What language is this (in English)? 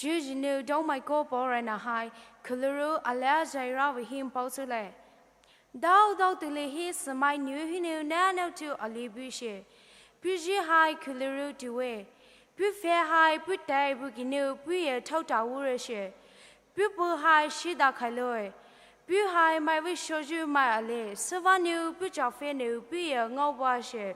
Poumei Naga